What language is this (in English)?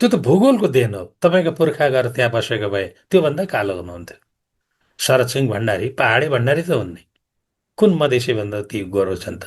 Nepali